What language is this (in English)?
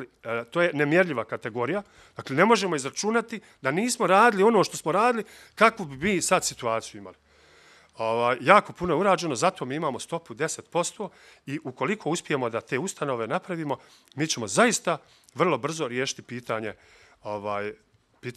Bosnian